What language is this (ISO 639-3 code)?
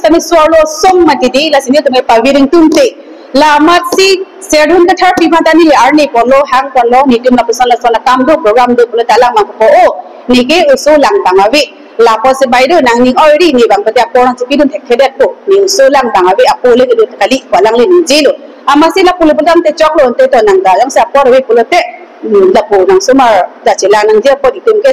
mjw